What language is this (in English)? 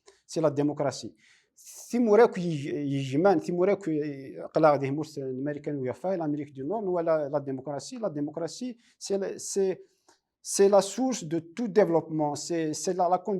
Kabyle